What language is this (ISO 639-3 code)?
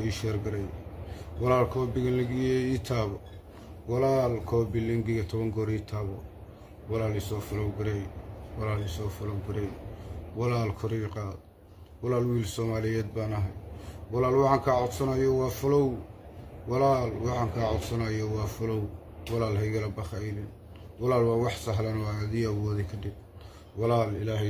som